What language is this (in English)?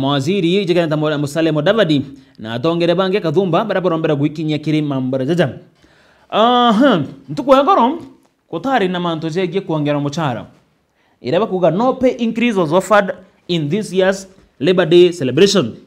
Meru